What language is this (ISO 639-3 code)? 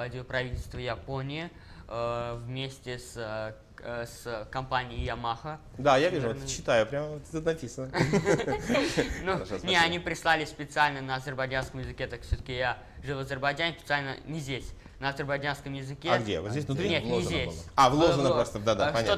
rus